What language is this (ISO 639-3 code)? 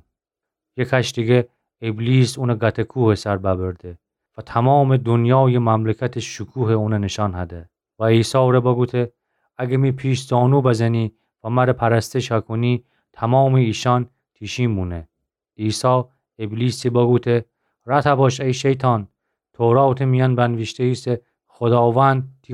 glk